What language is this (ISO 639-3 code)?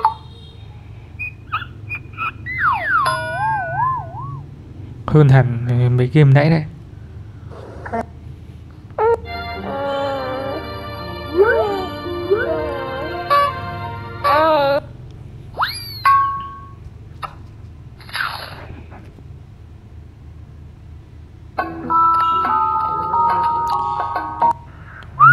vie